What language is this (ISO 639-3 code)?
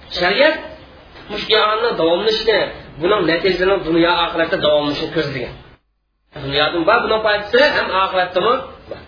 uig